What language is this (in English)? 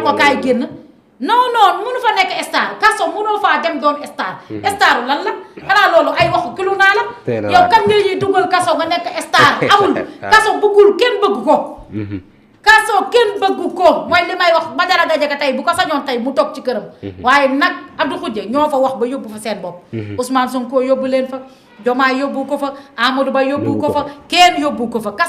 Wolof